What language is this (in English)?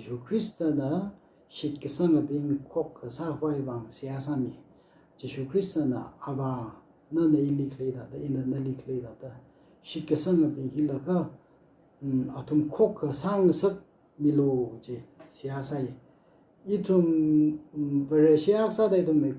Tangkhul Naga (India)